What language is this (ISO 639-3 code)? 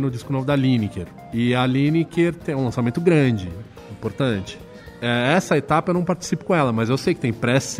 por